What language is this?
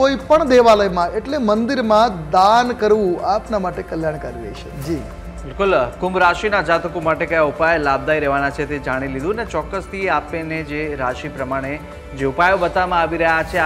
Gujarati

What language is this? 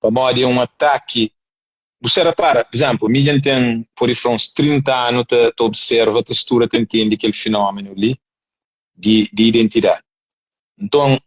Kabuverdianu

